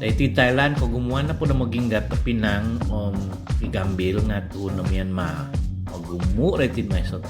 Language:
Central Dusun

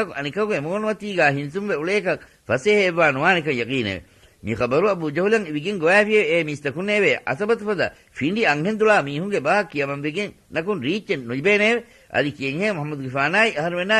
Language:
Divehi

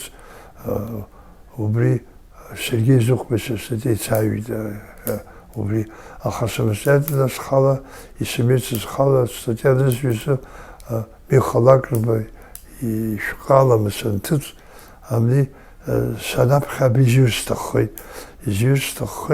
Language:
Abkhazian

